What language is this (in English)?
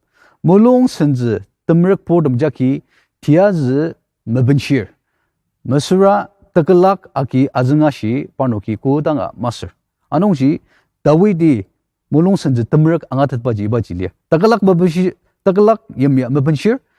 Ao Naga